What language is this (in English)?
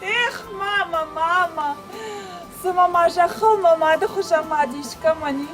Ossetic